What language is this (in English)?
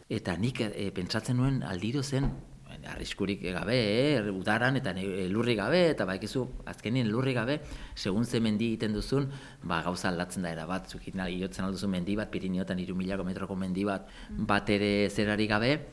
Basque